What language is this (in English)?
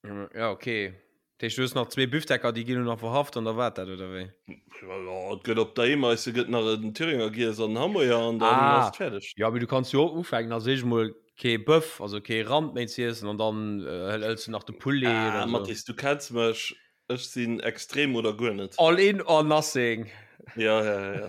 Luxembourgish